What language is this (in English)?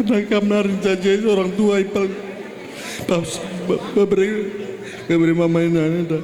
Batak Karo